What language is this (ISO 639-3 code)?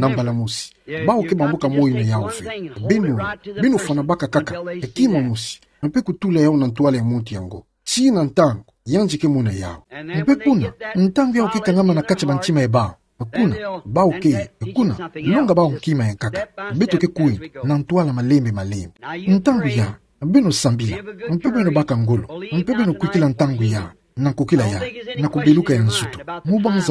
ktu